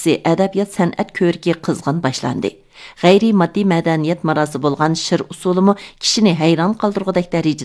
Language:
Uyghur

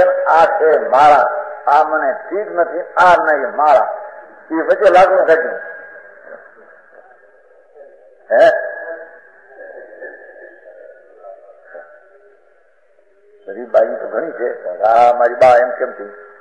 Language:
Gujarati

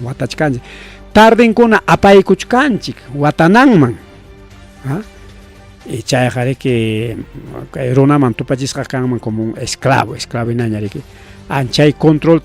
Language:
Ayacucho Quechua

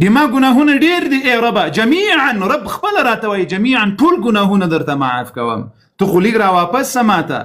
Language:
Pashto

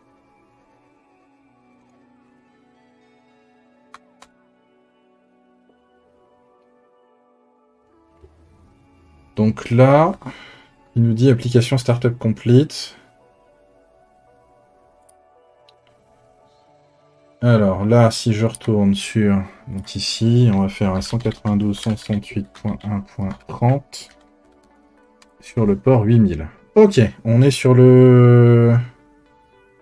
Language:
French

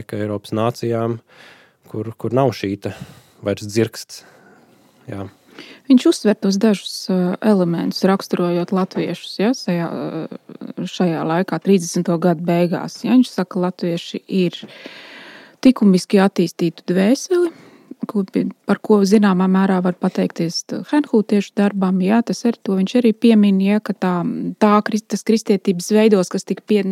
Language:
Latvian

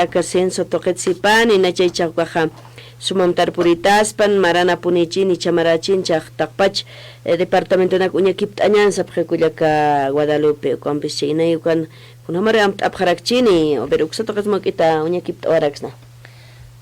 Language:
Aymara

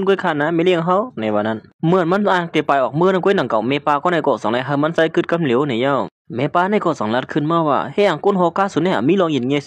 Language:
Shan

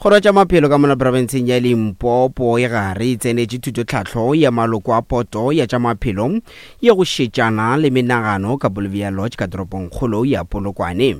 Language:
Northern Sotho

